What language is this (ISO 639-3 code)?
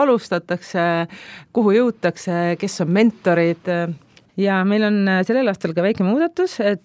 est